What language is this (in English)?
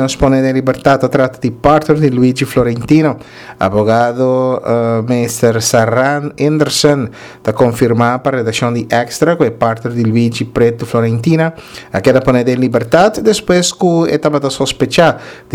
Papiamento